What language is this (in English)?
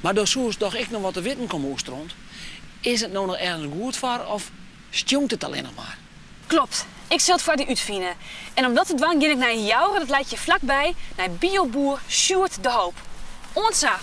Western Frisian